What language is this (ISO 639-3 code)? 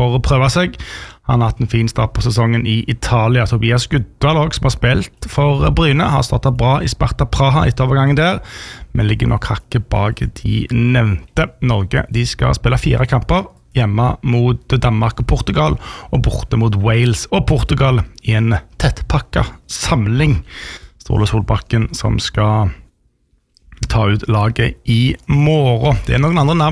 nor